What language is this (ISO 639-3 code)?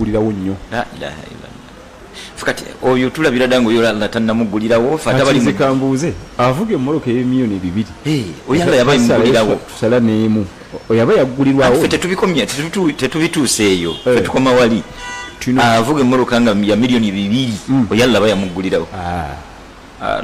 lug